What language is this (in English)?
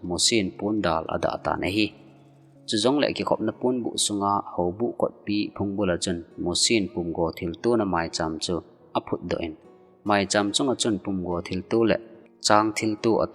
Thado Chin